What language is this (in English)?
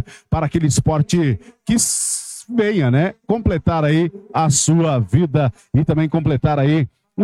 Portuguese